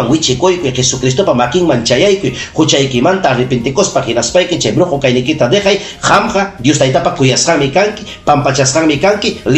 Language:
Ayacucho Quechua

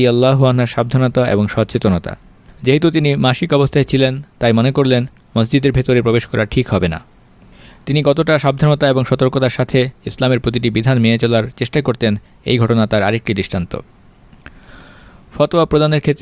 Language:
Bangla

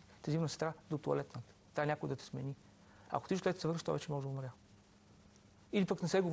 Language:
Bulgarian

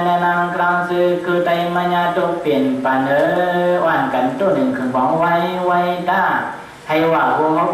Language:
Shan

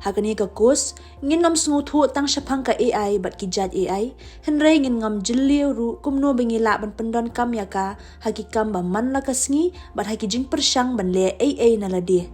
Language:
Khasi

